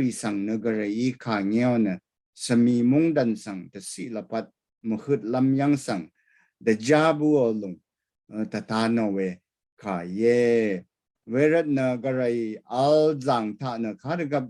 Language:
Rawang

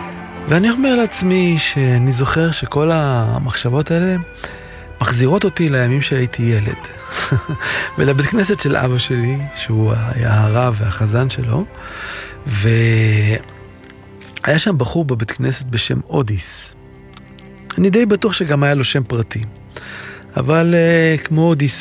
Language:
Hebrew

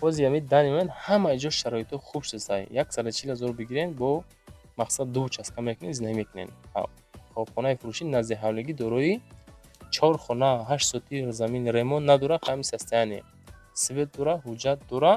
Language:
Tajik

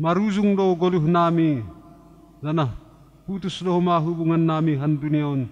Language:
Batak Simalungun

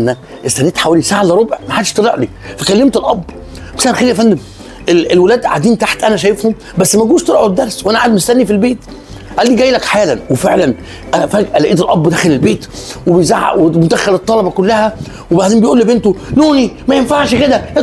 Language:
Egyptian Arabic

